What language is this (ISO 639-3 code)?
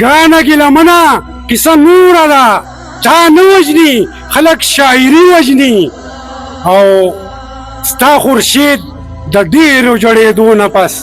pus